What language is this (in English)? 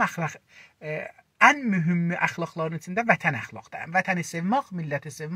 South Azerbaijani